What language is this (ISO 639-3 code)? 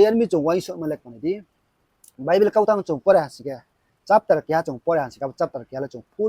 ria